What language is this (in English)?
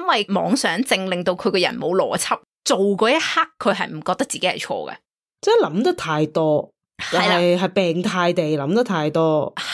Cantonese